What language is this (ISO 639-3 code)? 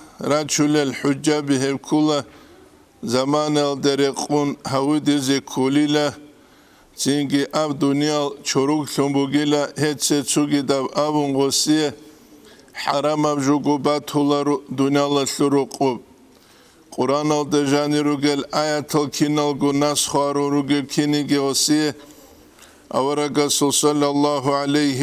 ava